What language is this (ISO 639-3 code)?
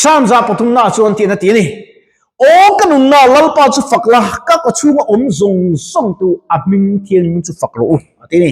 lus